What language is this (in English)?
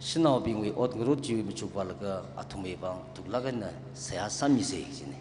Tangkhul Naga (India)